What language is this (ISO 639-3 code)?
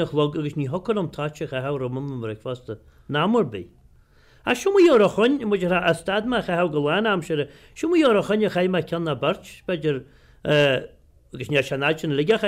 gle